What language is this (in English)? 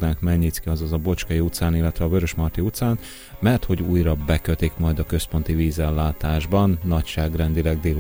Hungarian